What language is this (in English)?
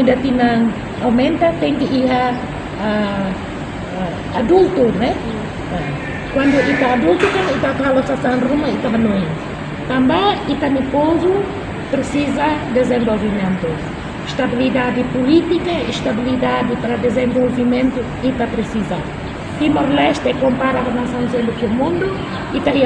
Tetum